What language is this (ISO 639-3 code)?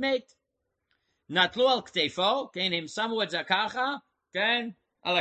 heb